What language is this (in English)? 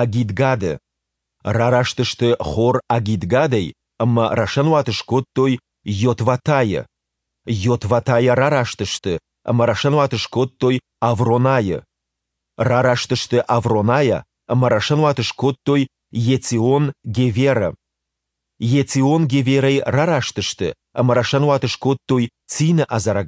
Ossetic